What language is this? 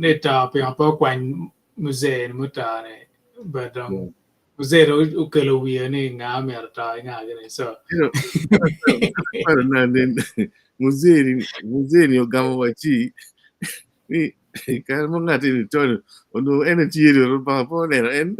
Acoli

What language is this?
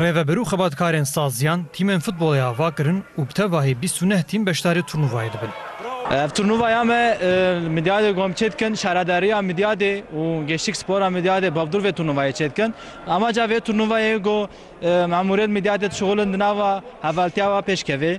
Kurdish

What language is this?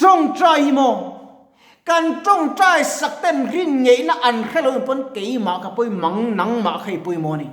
Mizo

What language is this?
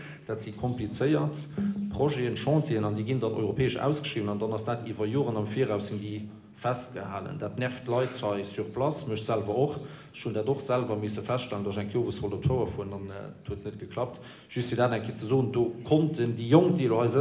Luxembourgish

